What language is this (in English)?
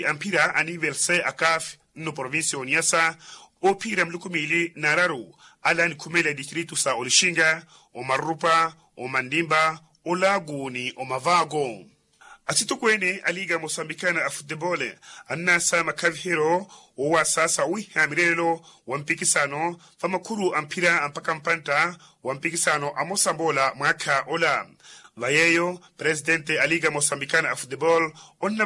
Makhuwa